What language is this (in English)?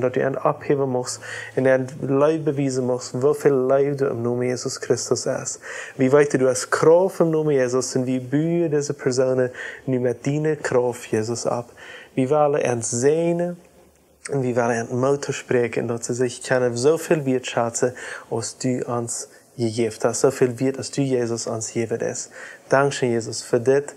Plautdietsch